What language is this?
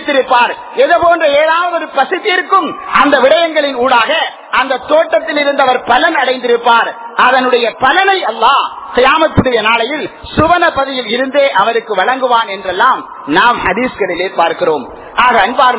Tamil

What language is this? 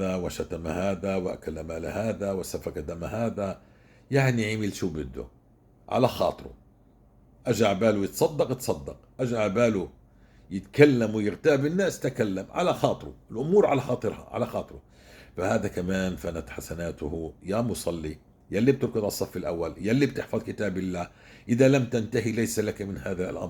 North Levantine Arabic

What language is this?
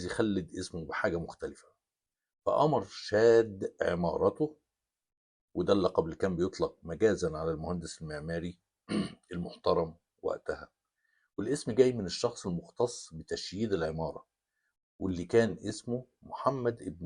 Egyptian Arabic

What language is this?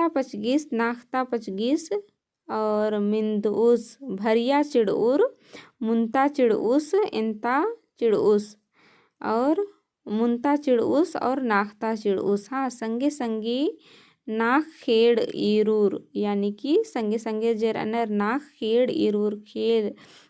Kurukh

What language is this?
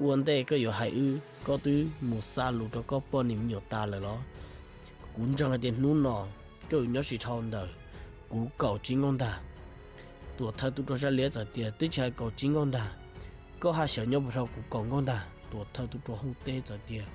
Hmong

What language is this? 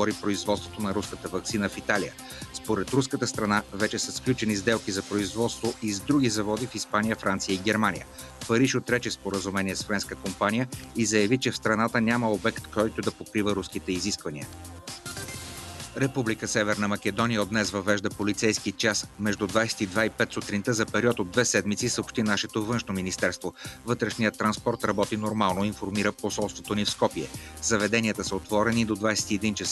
Bulgarian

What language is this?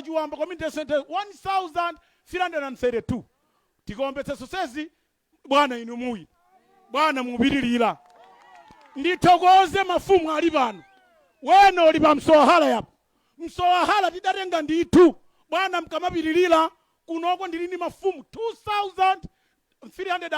Nyanja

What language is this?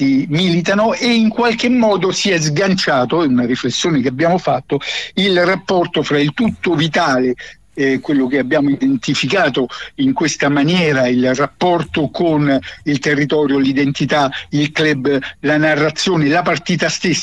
Italian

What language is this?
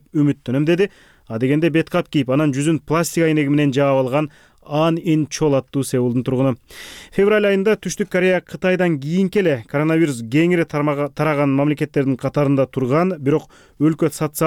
Kyrgyz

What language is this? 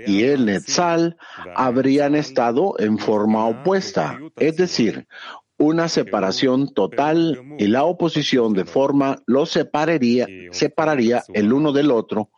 Spanish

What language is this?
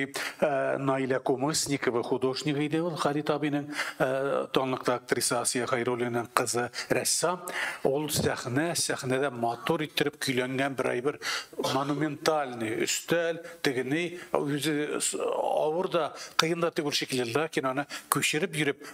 Tatar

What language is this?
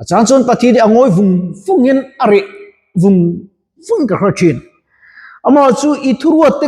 Mizo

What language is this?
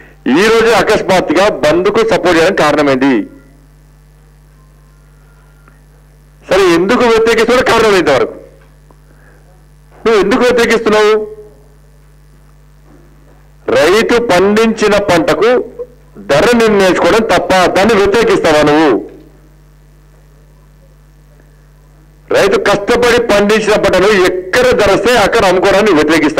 Telugu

